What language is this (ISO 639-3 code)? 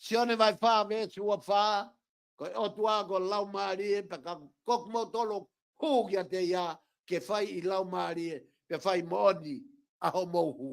ton